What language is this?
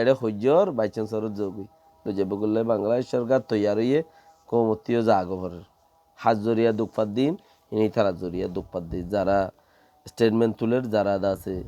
Rohingya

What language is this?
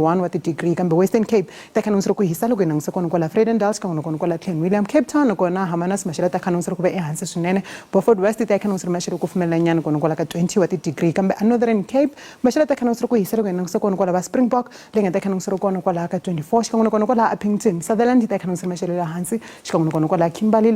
Tsonga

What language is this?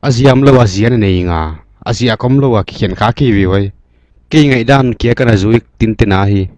Paite Chin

